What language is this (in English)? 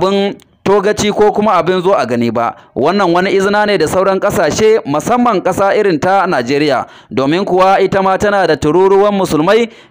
Hausa